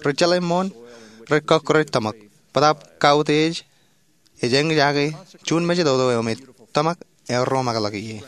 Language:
Marshallese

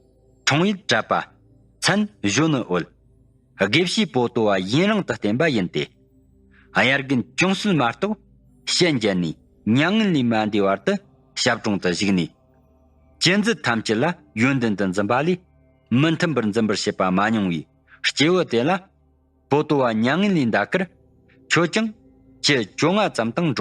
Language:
Tibetan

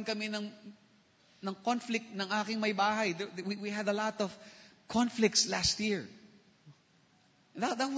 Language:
Filipino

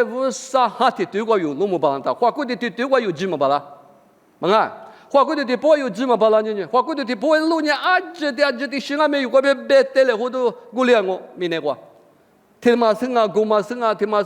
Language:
Lisu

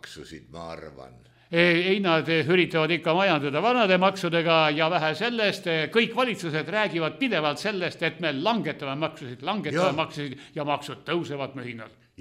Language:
Estonian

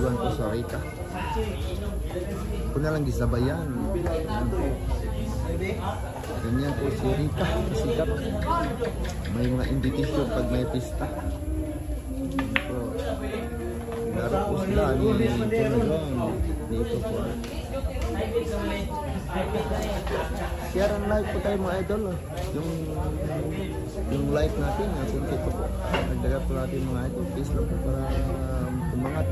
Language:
Filipino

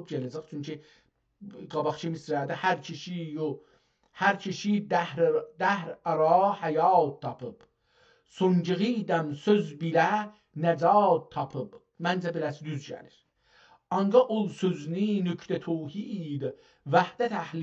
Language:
South Azerbaijani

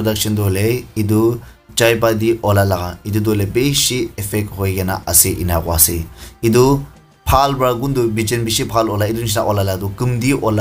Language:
Naga Pidgin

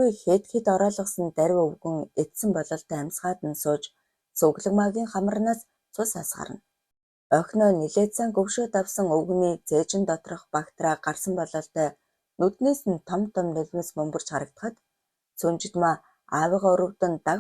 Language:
Mongolian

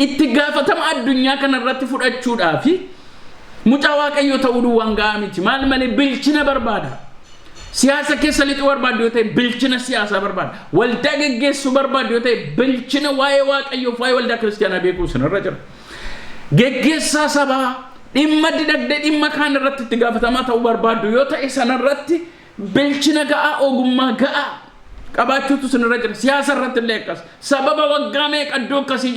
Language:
Oromo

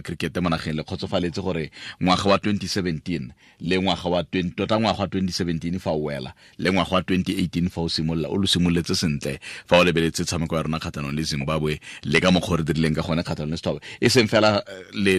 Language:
Tswana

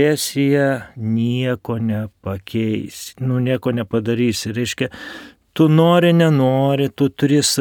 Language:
Lithuanian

